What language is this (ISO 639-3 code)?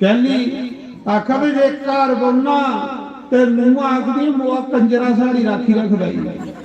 doi